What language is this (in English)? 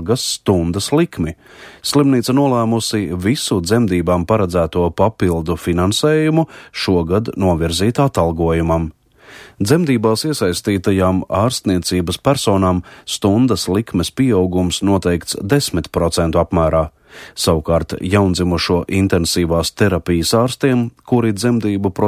Latvian